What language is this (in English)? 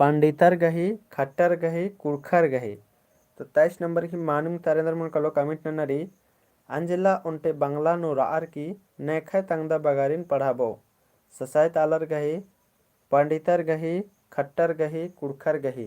Kurukh